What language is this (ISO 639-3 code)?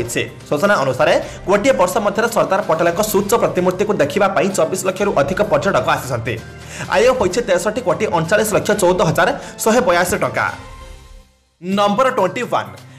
ori